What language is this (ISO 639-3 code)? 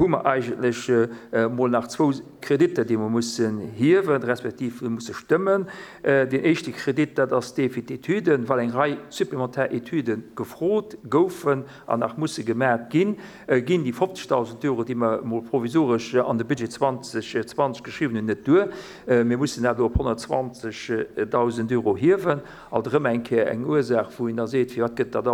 ltz